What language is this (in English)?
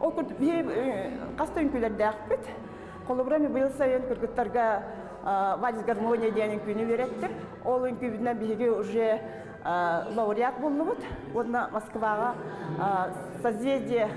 Yakut